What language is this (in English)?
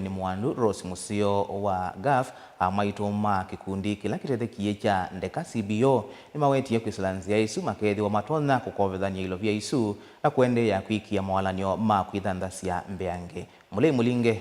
Kamba